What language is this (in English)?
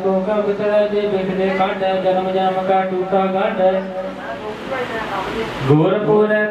Punjabi